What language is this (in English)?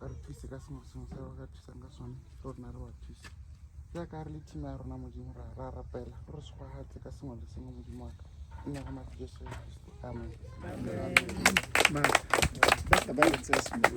Tswana